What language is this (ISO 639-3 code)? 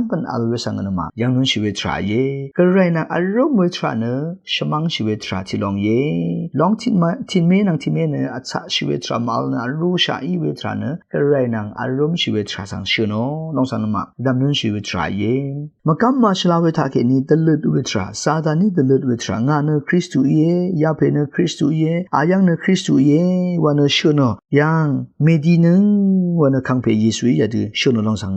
raw